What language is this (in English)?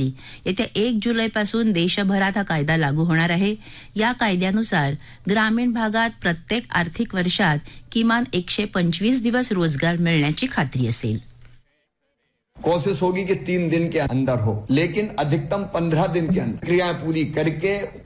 Marathi